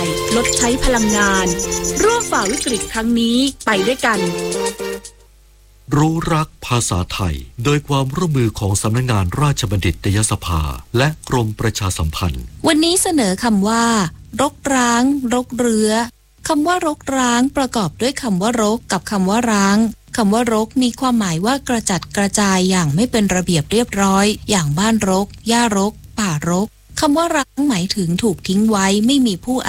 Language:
Thai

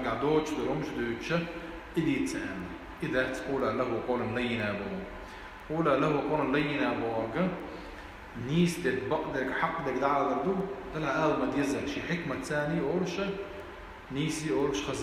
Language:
Chechen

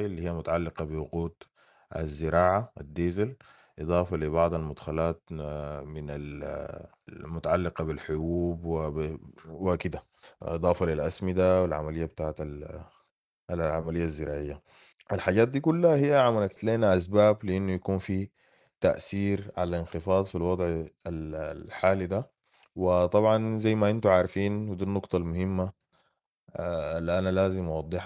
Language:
Sudanese Arabic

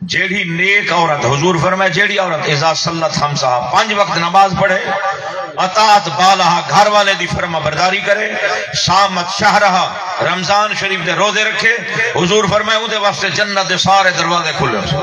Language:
Saraiki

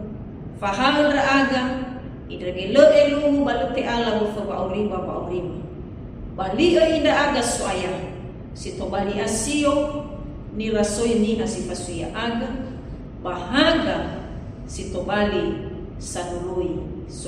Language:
Nias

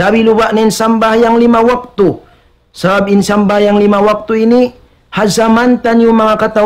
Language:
Tausug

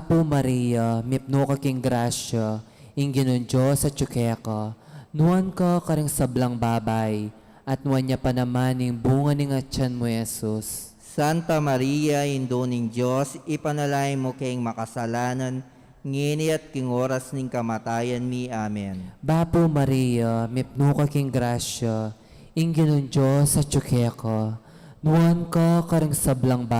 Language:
Pampanga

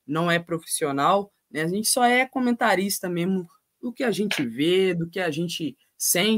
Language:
Portuguese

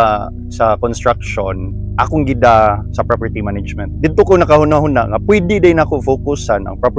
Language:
Cebuano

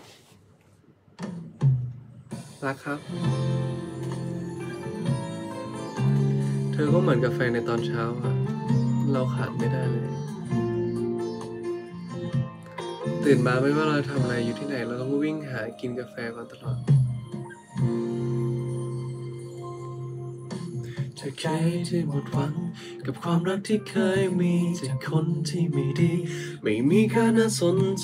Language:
Thai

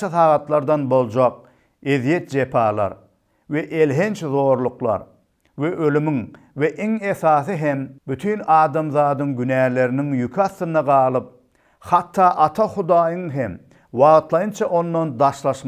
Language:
Turkmen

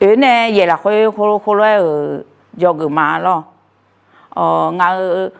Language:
Akha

